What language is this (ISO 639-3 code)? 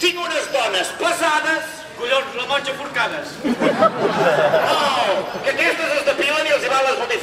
cat